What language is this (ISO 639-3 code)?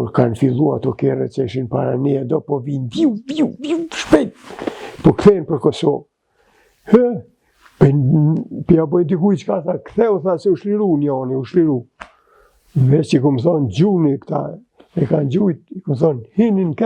sqi